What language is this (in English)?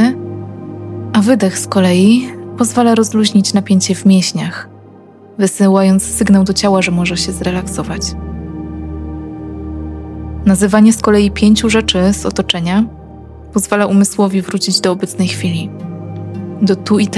Polish